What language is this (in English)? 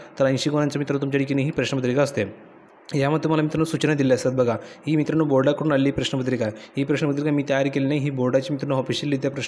Marathi